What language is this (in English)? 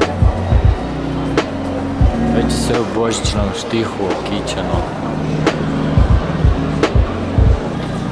Croatian